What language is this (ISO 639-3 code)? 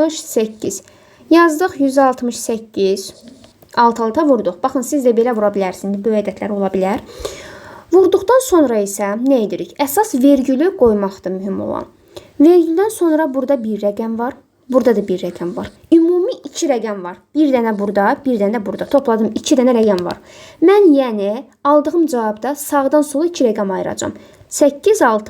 aze